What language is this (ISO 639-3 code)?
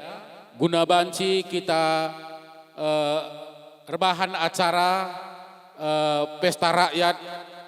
btx